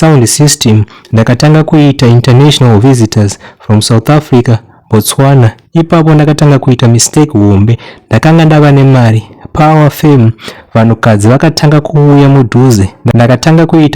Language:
Shona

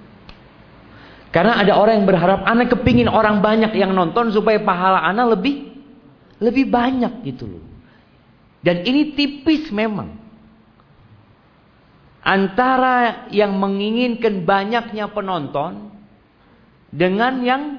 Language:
Indonesian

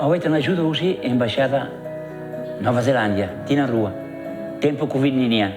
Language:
Tetum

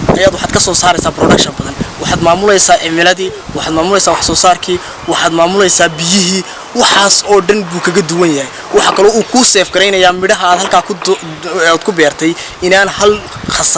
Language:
Somali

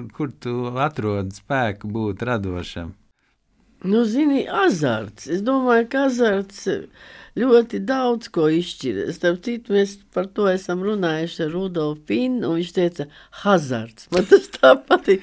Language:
Latvian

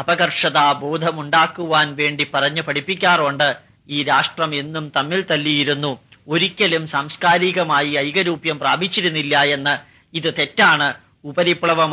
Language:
Malayalam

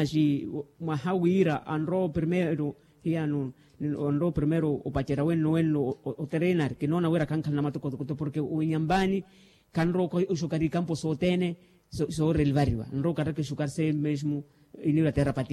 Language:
Makhuwa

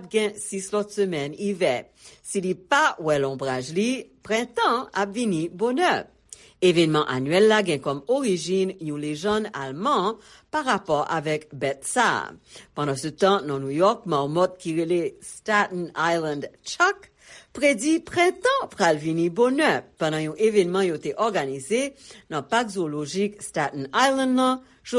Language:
Haitian Creole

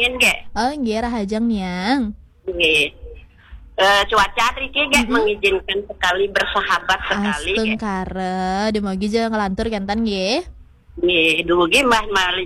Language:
Balinese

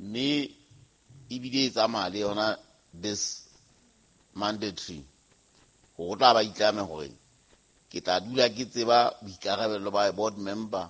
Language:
Southern Sotho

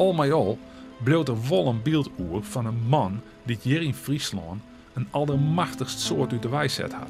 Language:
Western Frisian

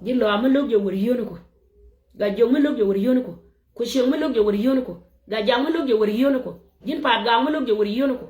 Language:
Nuer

